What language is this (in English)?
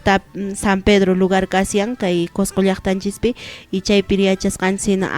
Quechua